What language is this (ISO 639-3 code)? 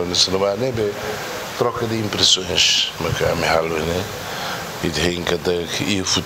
tet